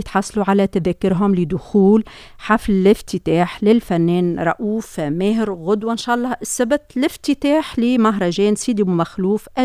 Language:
Tunisian Arabic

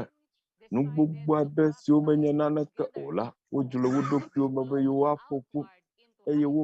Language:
Ewe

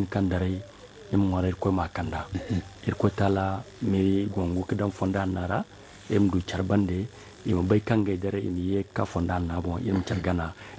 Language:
Zarma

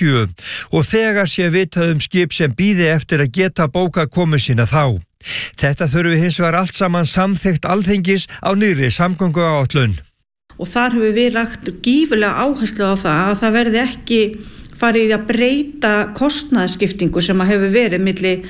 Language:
Icelandic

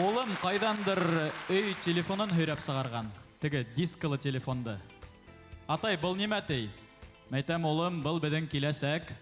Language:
Bashkir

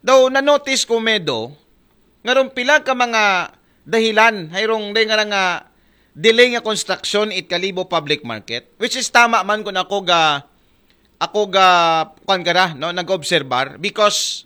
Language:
Aklanon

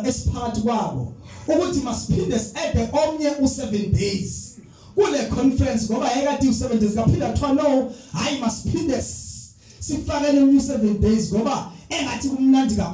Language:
Zulu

